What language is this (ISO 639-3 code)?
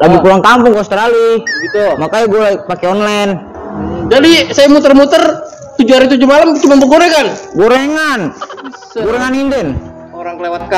bew